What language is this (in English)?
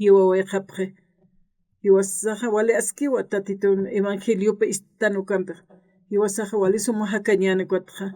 Aymara